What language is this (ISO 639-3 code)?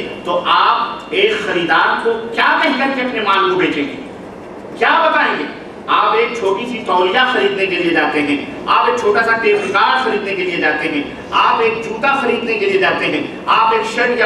urd